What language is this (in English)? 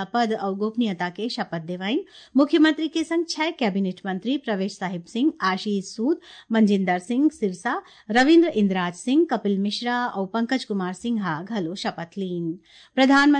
Chhattisgarhi